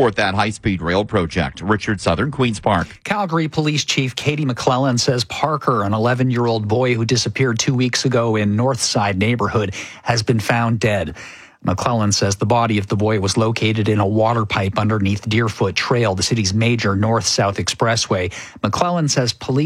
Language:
English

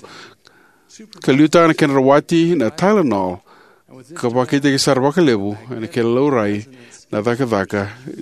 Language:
Fijian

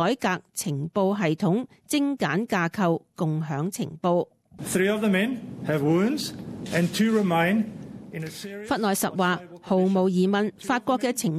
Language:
Cantonese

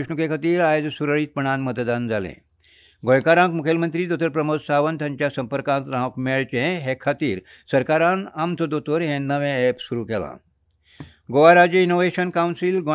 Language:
Konkani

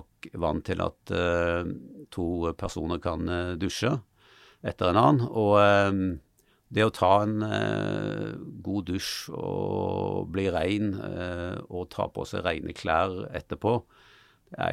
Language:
Norwegian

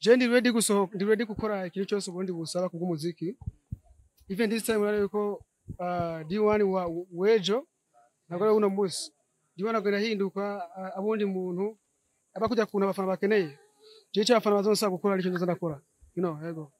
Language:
Rundi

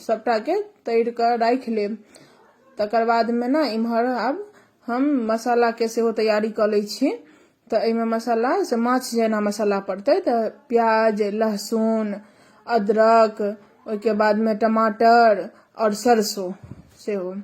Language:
Maithili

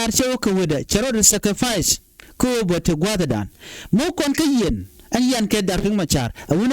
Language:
Nuer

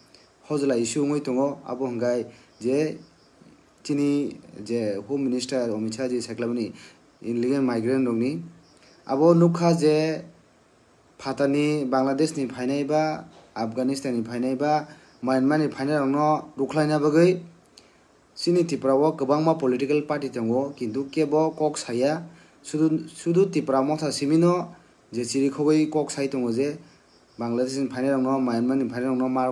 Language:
Kok Borok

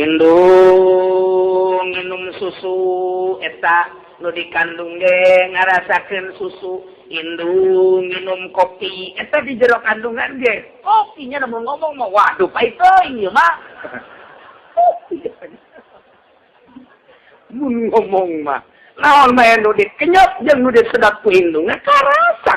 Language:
Sundanese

